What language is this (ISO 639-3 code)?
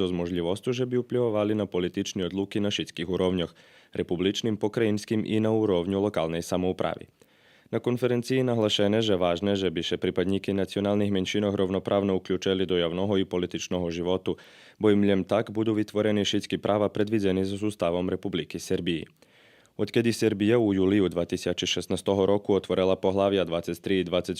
rue